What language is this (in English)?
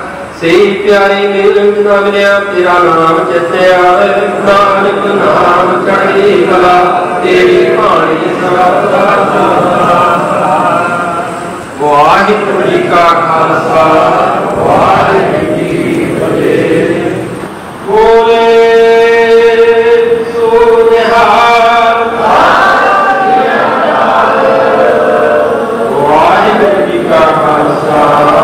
Punjabi